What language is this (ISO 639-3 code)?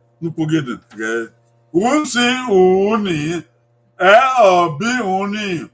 bin